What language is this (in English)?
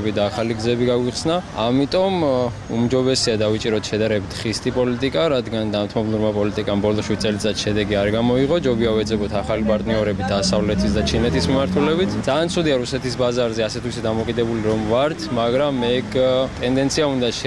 Georgian